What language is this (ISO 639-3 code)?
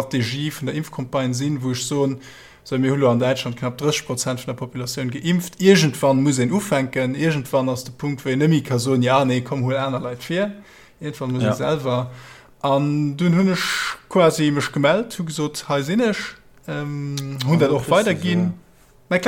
ltz